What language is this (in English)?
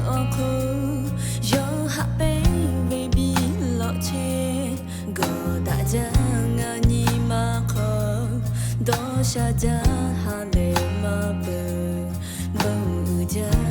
Lahu